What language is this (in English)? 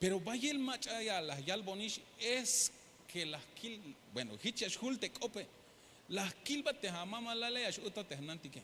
Tzeltal